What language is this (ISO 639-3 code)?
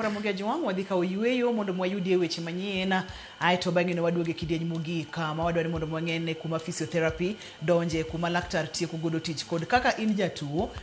luo